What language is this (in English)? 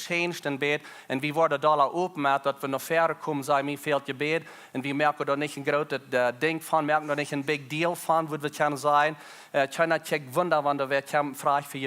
Plautdietsch